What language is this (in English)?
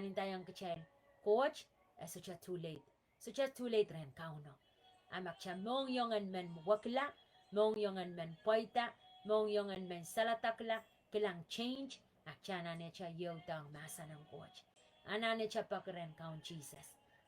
Pohnpeian